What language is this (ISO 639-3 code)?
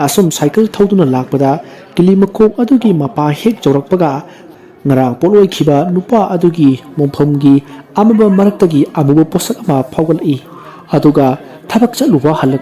mni